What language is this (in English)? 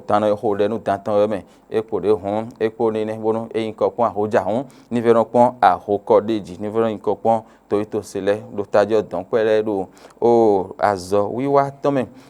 Fon